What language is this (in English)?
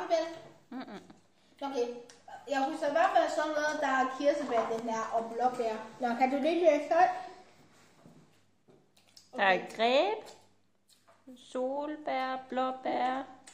Danish